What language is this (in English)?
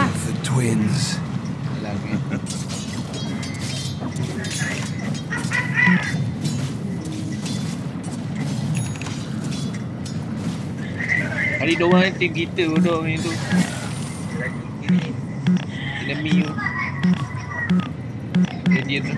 Malay